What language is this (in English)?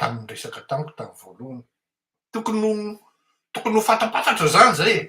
Malagasy